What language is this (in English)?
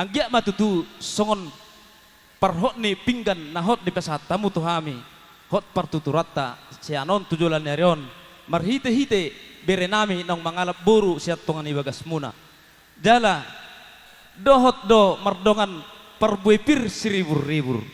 Batak Toba